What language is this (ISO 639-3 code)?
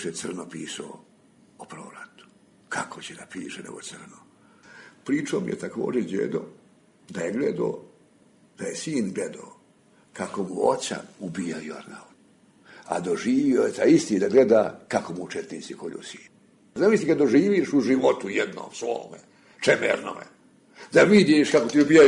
srp